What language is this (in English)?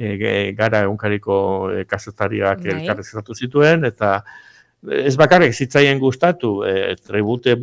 Basque